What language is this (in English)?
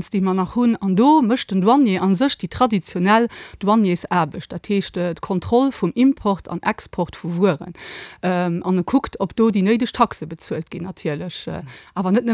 Luxembourgish